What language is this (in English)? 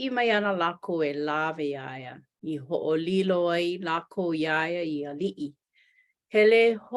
Hawaiian